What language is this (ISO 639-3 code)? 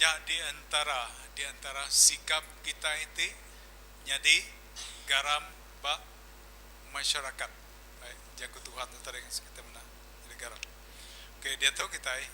iba